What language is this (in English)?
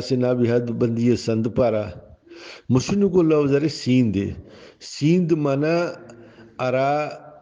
Brahui